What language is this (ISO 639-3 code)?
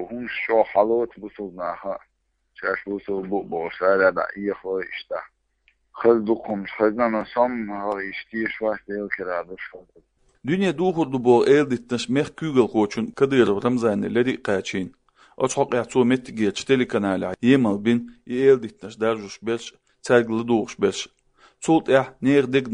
che